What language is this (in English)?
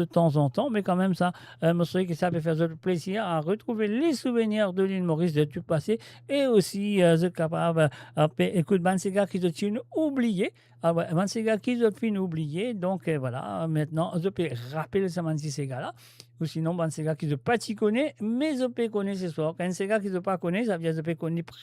Morisyen